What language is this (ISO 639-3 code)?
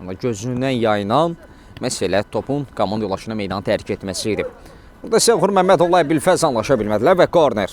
aze